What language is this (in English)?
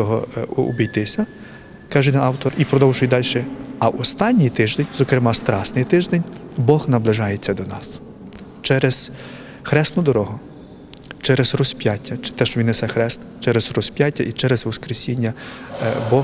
Ukrainian